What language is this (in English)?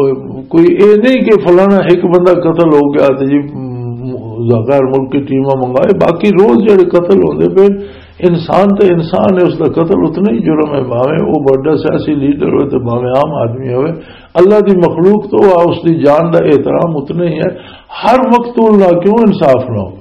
Western Panjabi